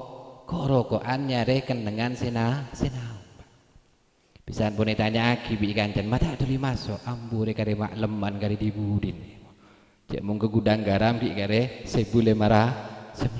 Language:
Madurese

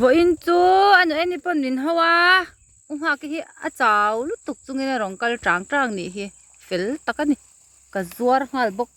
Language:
Mizo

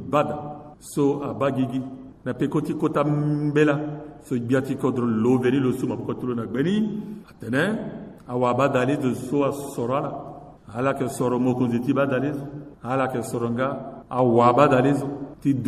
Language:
Sango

